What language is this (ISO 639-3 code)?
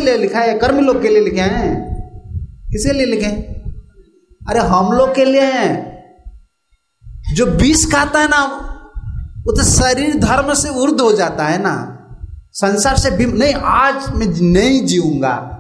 hin